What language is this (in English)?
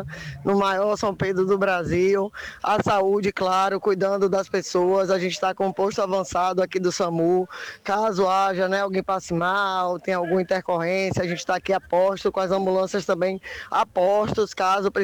Portuguese